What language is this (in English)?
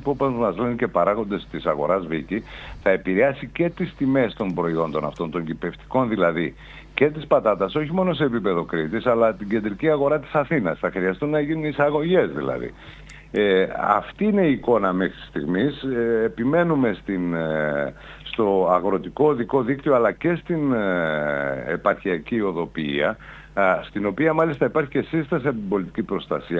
Greek